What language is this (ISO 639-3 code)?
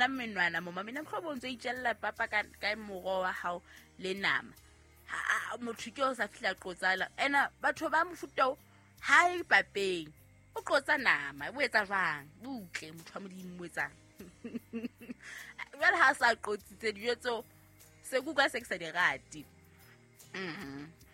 sot